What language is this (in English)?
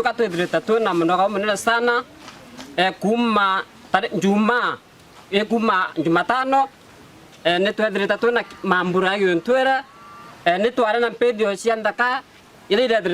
Meru